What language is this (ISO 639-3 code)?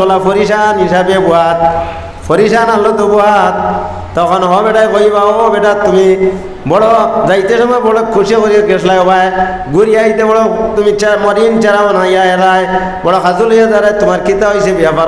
syl